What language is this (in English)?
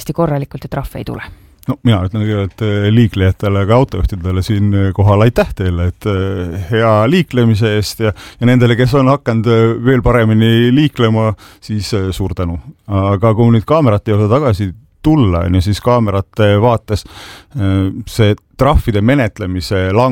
Estonian